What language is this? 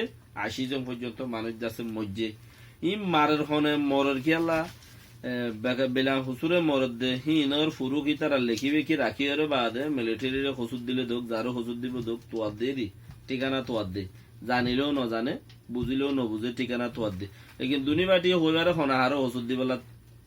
Rohingya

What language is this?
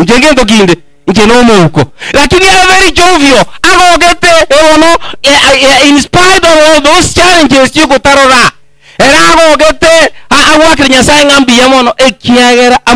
Gusii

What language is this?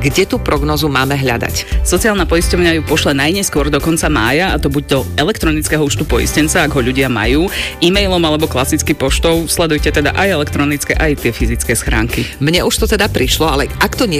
Slovak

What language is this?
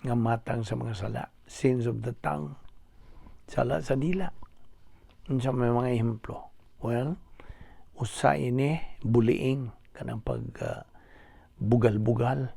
Cebuano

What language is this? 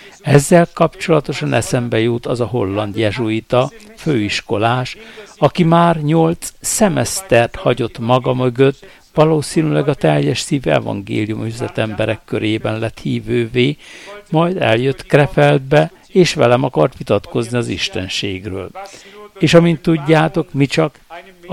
Hungarian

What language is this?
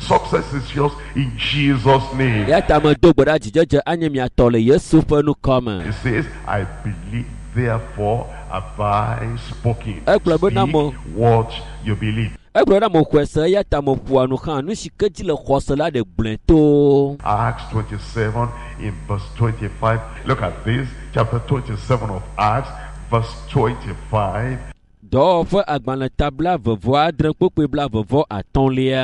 Ewe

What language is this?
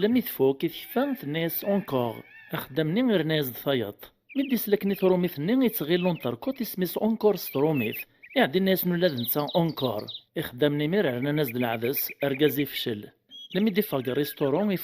Kabyle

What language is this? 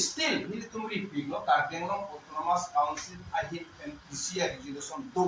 Karbi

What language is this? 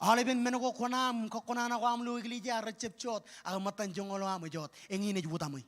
Marshallese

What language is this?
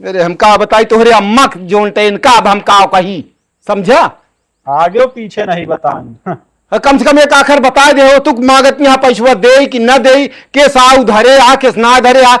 Awadhi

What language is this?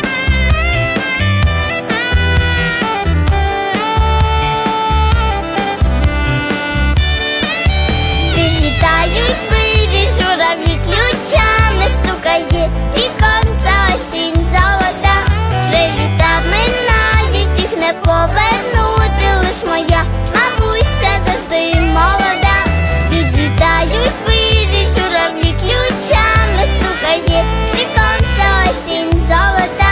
Ukrainian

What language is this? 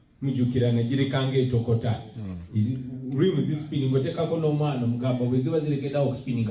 Ganda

